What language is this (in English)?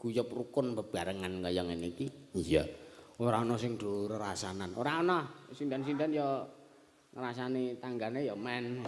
Javanese